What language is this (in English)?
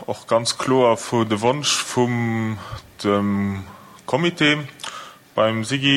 Luxembourgish